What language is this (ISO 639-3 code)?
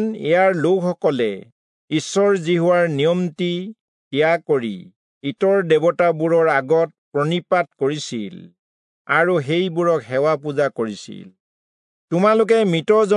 asm